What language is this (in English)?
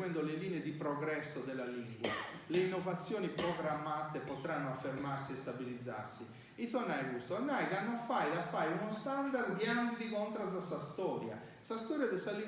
Sardinian